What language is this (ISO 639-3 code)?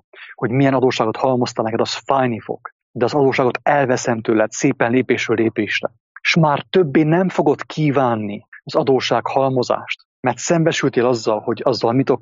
hun